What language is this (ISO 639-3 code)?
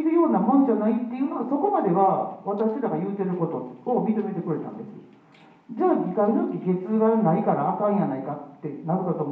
jpn